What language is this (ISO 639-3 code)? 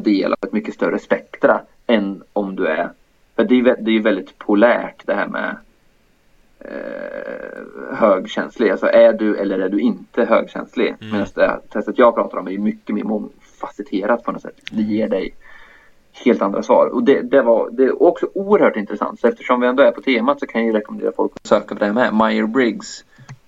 swe